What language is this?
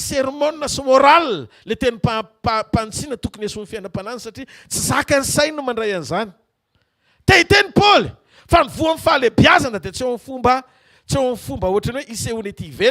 Malagasy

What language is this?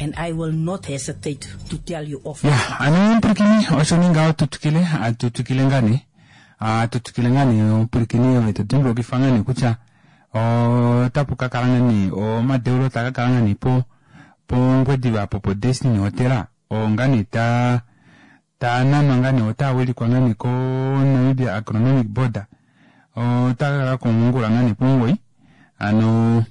Kuanyama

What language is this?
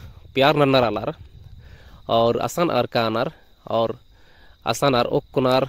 Kurukh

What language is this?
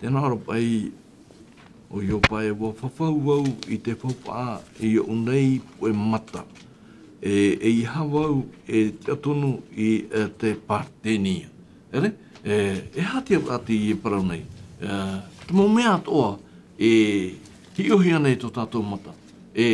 Tahitian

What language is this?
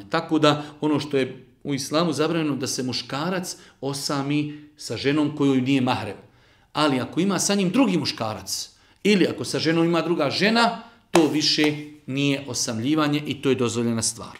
Bosnian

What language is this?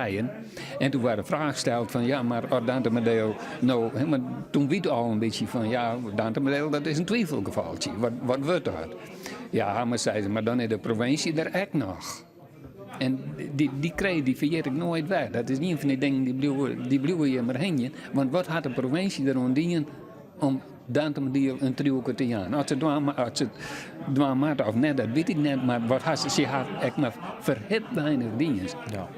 Western Frisian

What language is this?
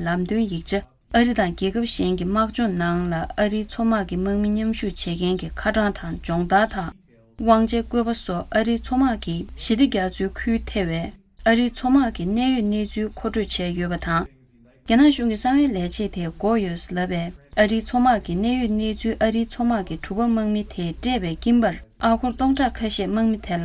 Tibetan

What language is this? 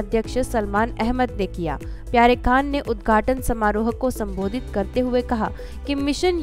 Hindi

